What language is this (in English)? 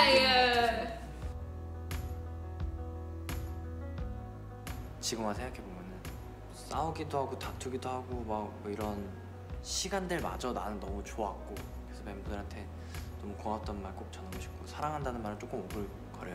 Korean